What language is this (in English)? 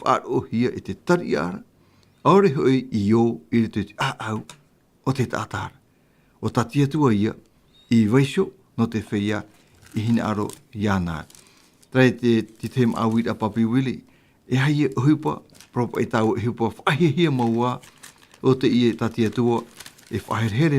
Tahitian